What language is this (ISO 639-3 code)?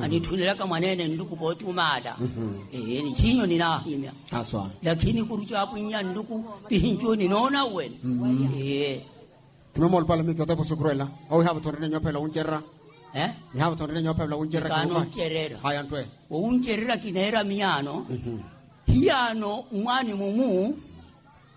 swa